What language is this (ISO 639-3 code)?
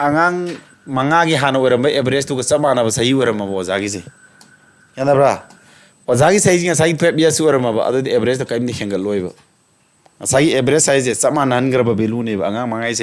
mni